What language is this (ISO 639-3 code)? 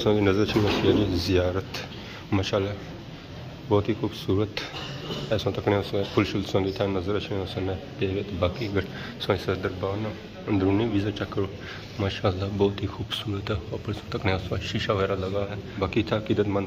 phr